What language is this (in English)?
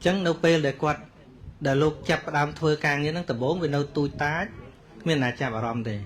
Khmer